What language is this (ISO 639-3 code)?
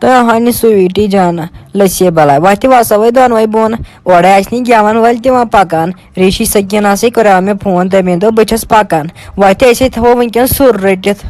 kas